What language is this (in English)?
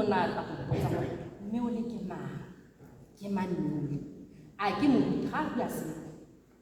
Tswana